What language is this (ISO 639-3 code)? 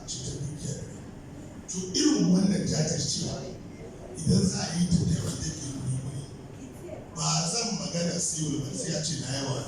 hau